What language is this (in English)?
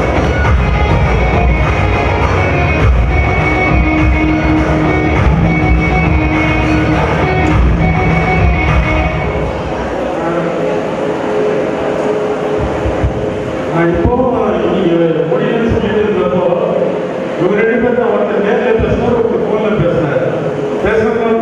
Tamil